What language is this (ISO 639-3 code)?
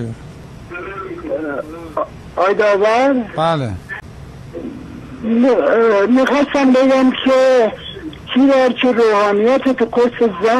fas